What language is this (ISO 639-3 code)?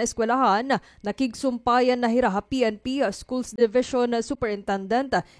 war